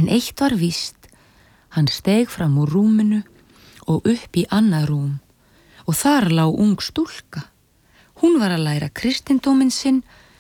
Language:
Icelandic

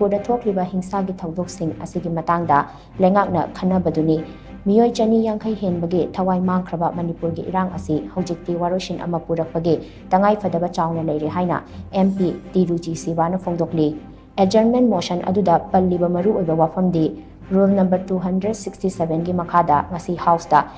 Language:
Manipuri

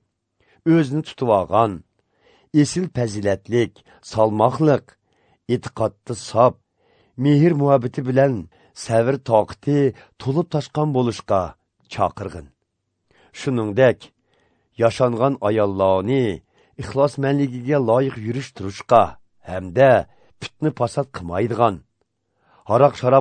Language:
Uyghur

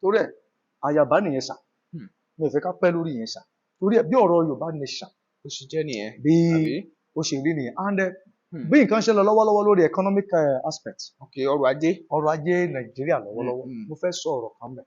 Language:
Yoruba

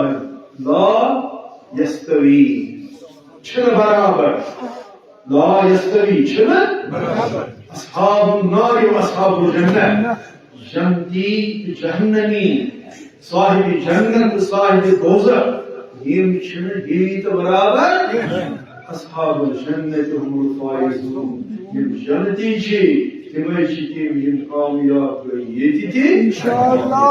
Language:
Kashmiri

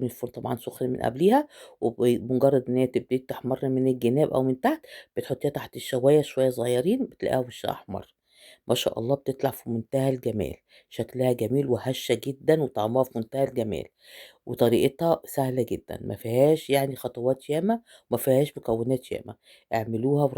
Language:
Egyptian Arabic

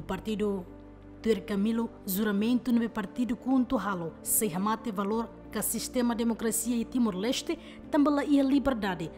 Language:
Tetum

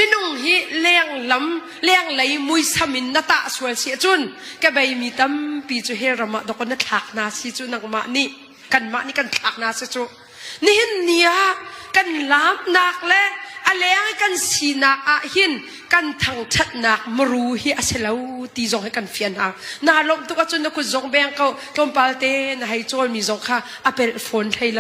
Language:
Hakha Chin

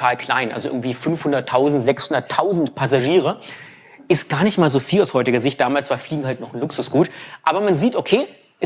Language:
German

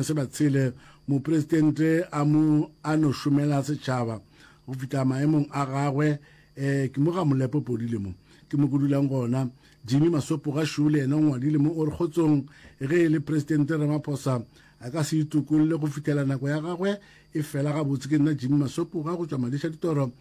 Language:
Northern Sotho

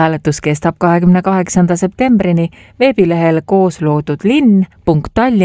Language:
Estonian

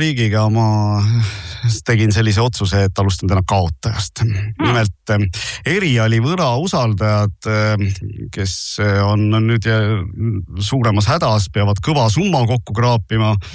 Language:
Estonian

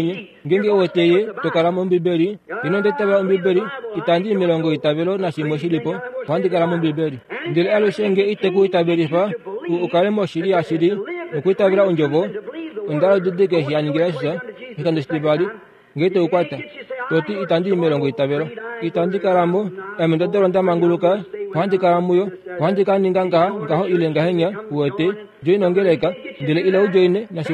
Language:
Kuanyama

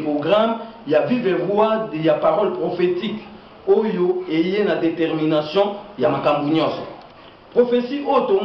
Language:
Lingala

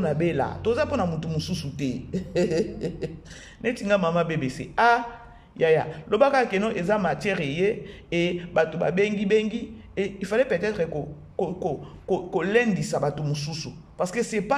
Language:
Lingala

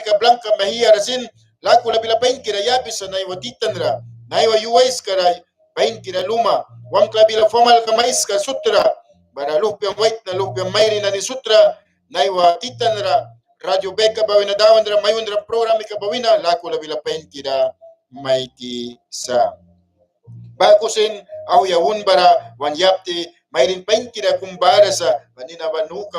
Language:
Mískito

